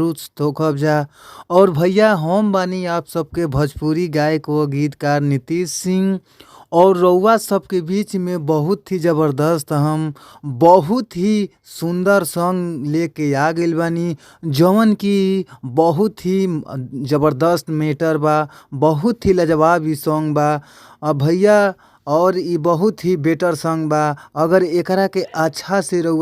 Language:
Bhojpuri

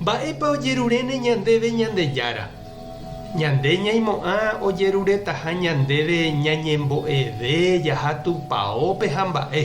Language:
Guarani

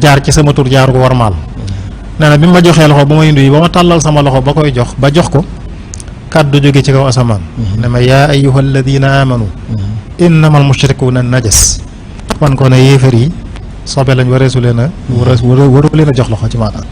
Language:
Wolof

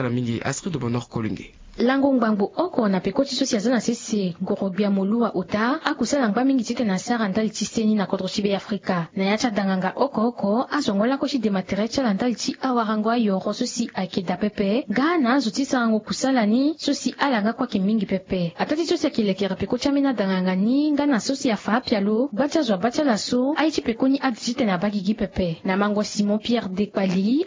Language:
Sango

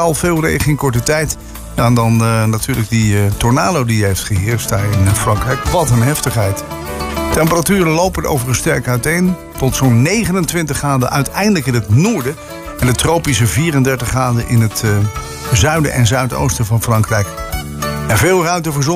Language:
Dutch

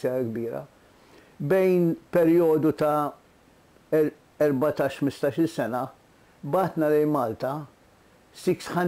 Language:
Maltese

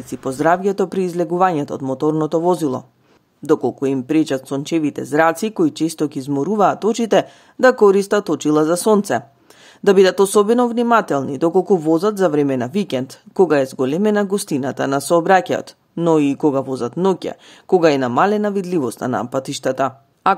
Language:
Macedonian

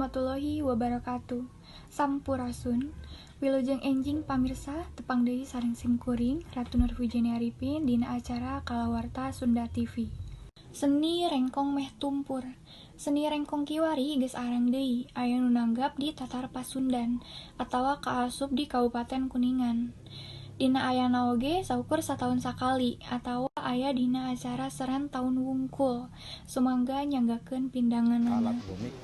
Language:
Sundanese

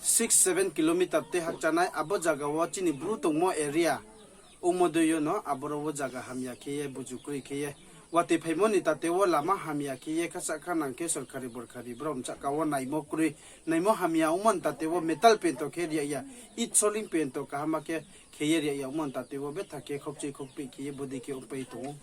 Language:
Riang (India)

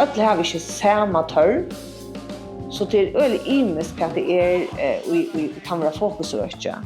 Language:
Faroese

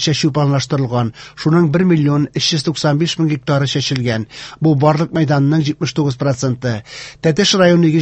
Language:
Tatar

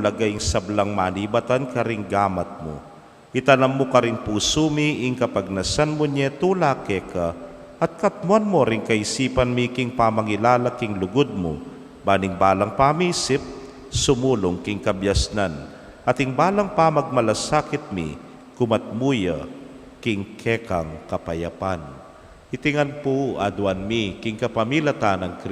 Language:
Pampanga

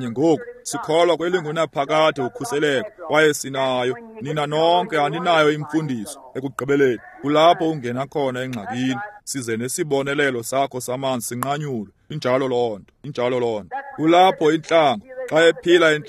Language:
Xhosa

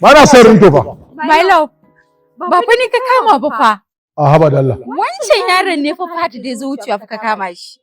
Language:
Hausa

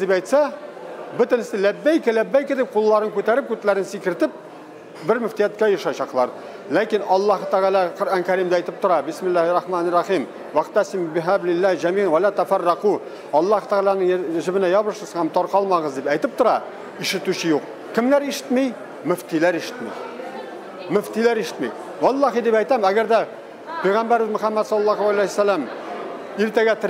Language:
Tatar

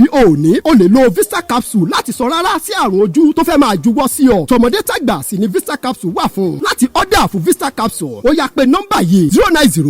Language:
Yoruba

